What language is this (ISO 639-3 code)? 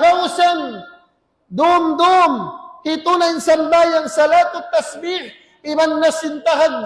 tsg